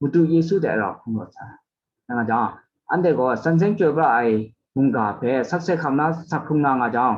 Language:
Kachin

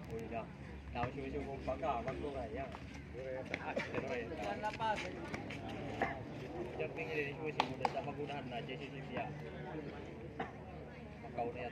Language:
Indonesian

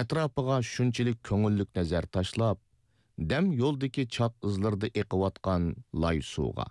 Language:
Uyghur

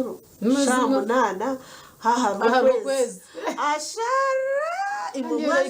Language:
Nyankole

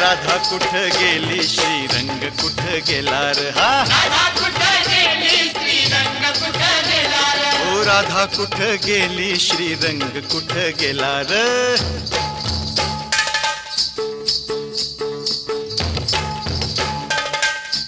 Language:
Marathi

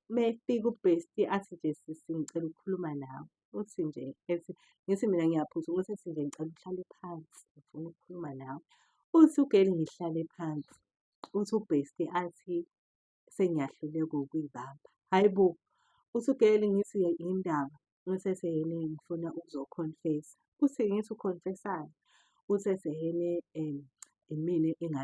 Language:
Zulu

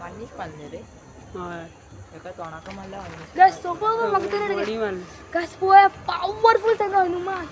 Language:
Konkani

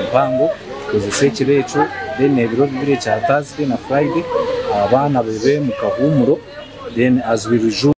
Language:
Nyankole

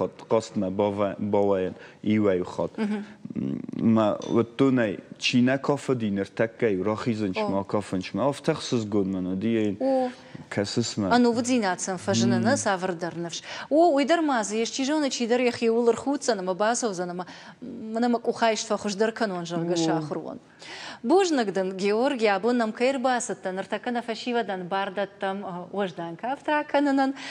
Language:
Ossetic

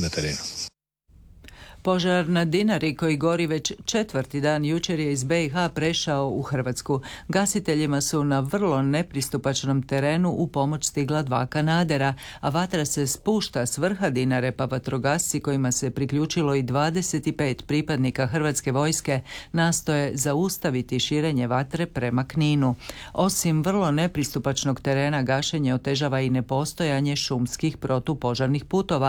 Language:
Croatian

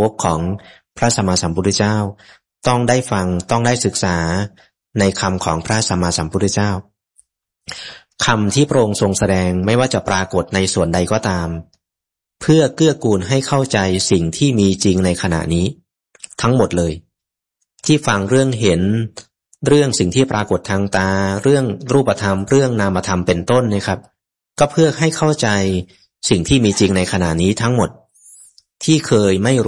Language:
Thai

